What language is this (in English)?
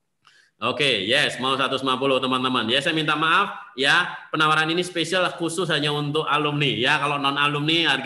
Indonesian